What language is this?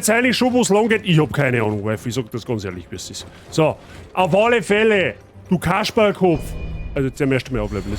Bavarian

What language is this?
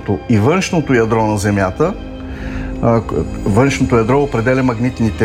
Bulgarian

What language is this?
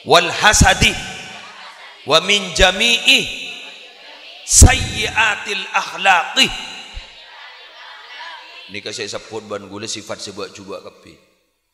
Madurese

